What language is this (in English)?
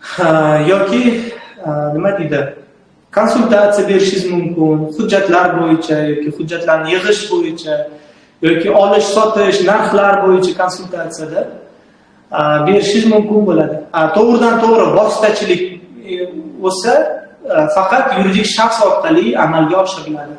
Uzbek